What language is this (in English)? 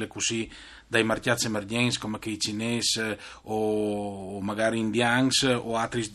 Friulian